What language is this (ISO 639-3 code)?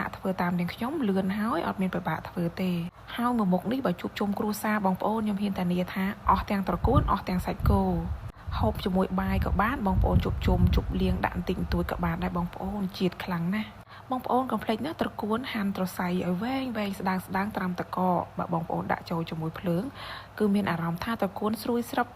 khm